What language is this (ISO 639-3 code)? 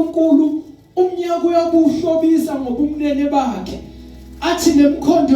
zul